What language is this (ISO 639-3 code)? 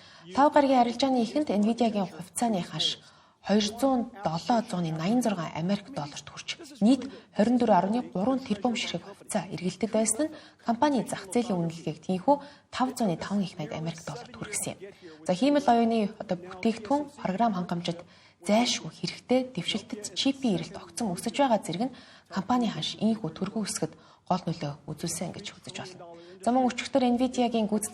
mon